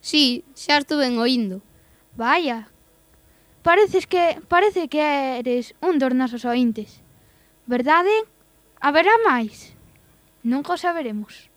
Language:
Galician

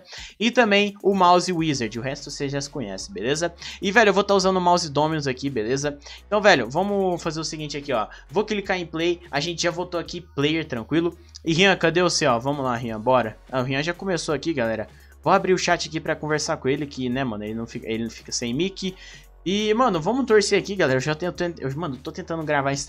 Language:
Portuguese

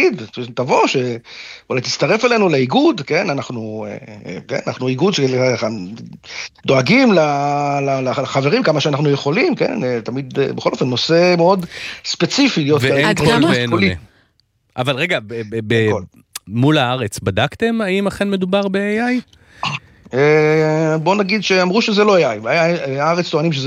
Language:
Hebrew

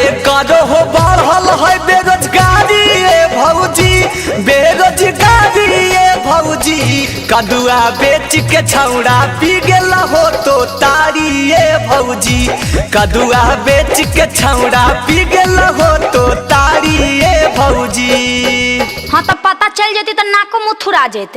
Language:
Magahi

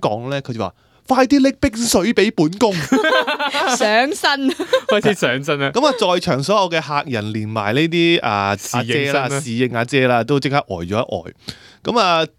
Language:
Cantonese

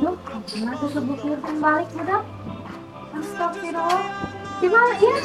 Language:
Sundanese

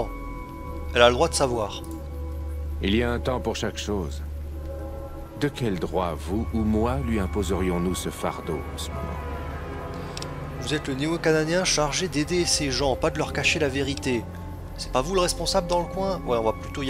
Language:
French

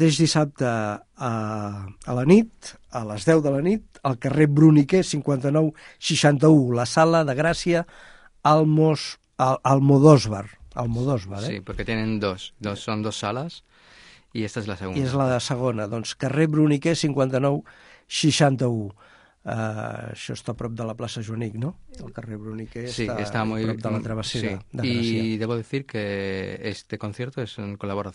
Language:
Catalan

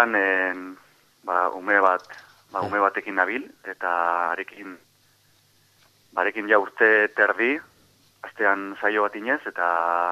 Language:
Basque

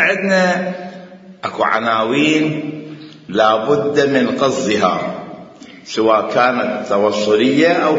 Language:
Mesopotamian Arabic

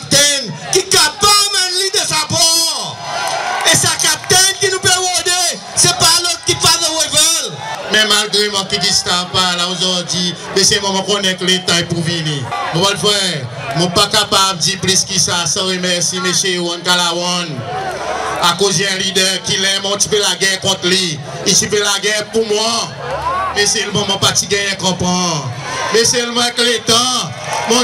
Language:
Seselwa Creole French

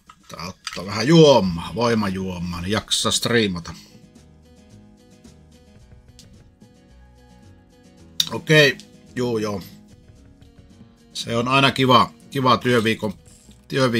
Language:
Finnish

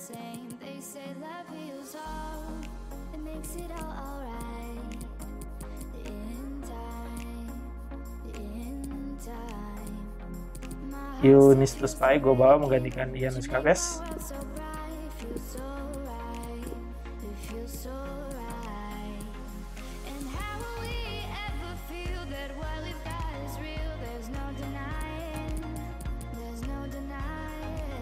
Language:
Indonesian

